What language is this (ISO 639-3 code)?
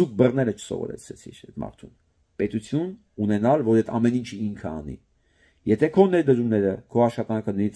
hye